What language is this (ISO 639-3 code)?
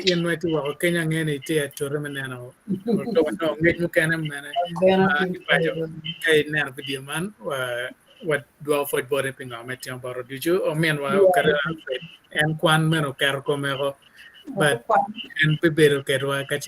ach